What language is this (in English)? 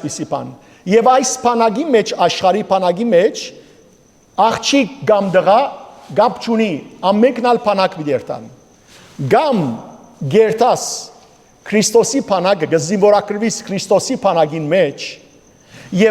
Western Armenian